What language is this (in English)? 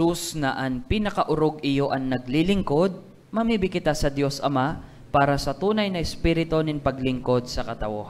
Bikol